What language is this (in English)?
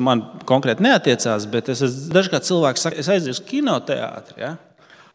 Latvian